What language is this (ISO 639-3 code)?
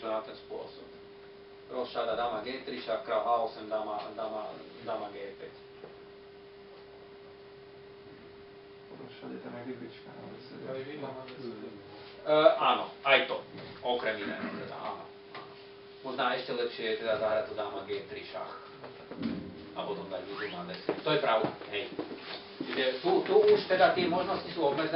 slk